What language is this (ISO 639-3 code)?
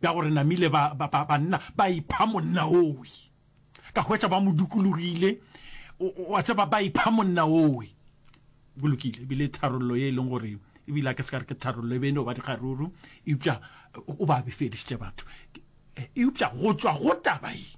nso